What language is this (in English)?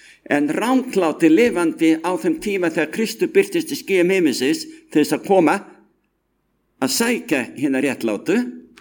Icelandic